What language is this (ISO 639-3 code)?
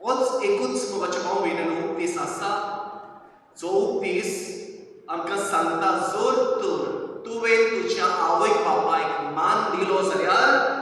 kok